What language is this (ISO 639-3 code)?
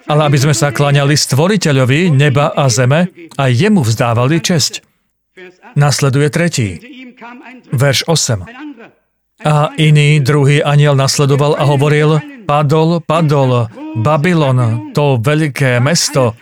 slk